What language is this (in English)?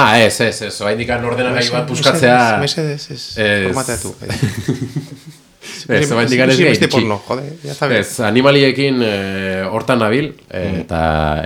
Basque